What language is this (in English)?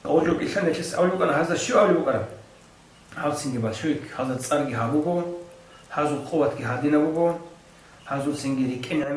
Avaric